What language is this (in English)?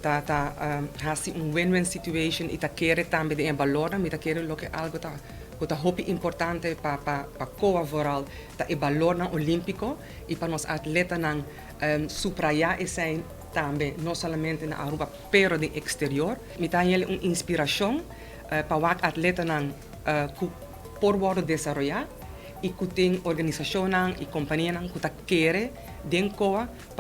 Papiamento